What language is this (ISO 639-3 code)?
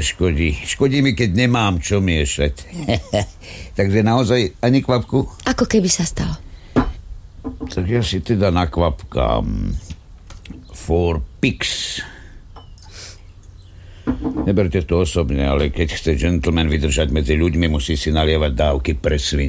slk